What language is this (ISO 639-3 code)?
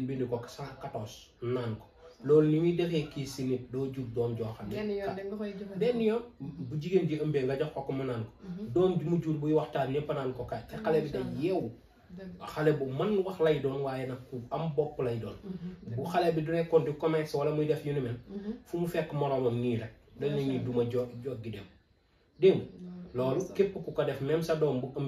wol